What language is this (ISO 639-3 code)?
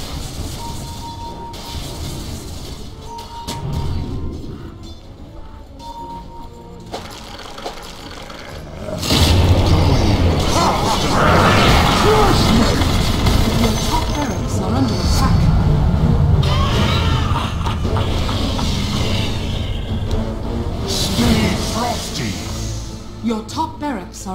eng